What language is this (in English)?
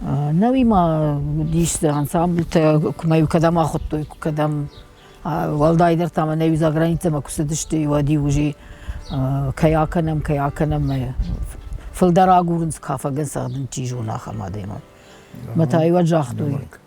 Ossetic